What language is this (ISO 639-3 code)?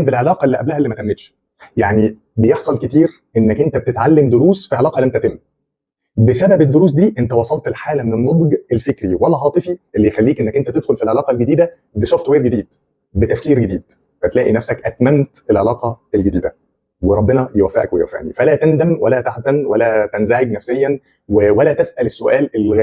arz